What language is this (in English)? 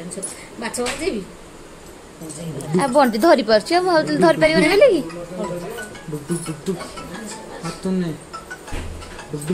Odia